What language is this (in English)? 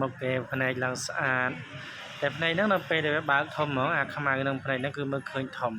Khmer